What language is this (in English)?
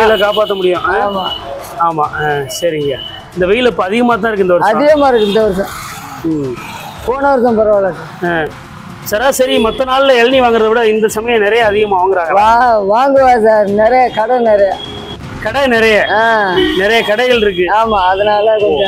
Tamil